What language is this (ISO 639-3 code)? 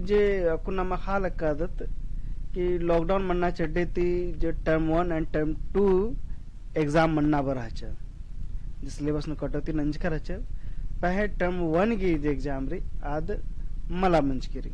kru